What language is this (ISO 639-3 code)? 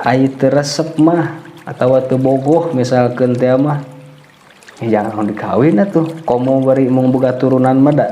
sun